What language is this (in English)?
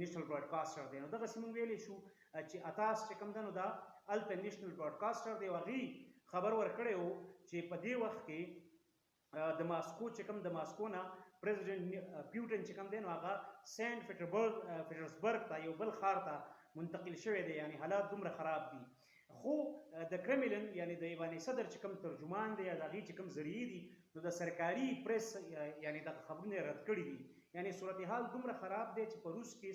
Pashto